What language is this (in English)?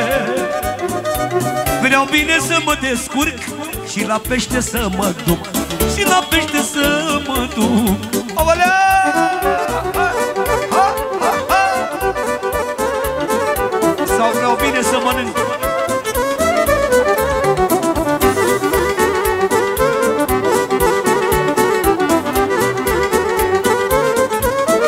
Romanian